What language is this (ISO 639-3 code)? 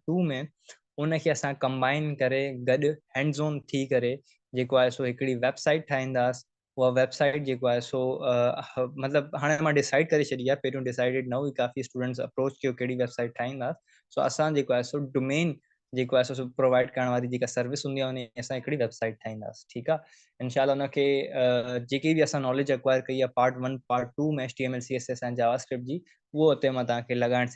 snd